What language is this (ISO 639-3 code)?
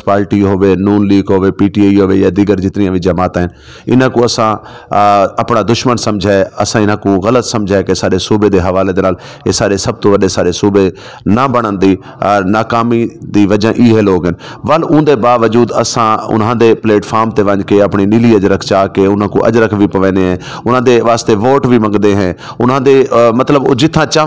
skr